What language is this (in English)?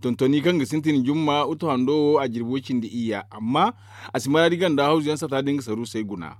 Zarma